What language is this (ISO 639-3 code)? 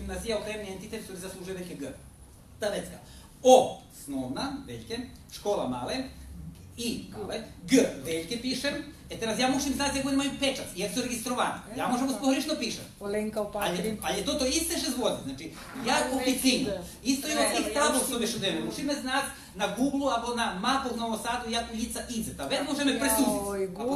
rue